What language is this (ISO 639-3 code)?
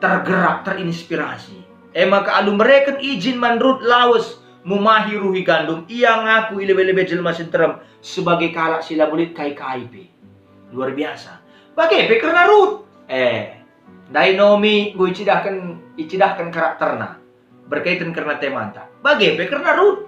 btx